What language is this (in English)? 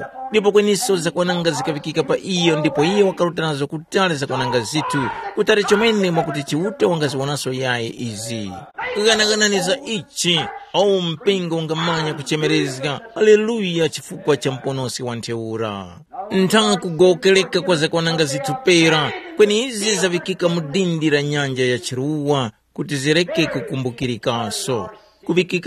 Tumbuka